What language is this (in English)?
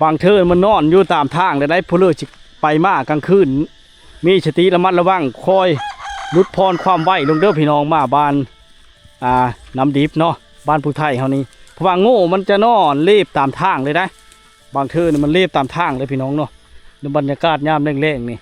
Lao